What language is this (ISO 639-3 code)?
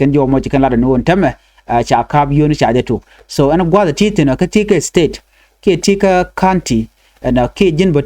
nus